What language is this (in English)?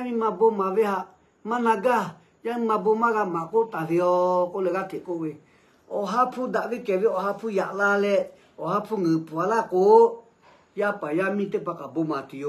Lahu